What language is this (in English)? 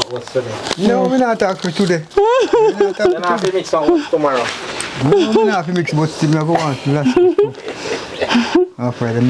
Jamaican Creole English